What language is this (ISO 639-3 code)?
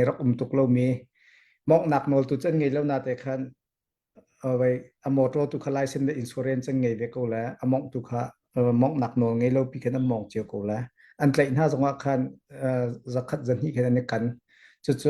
cnh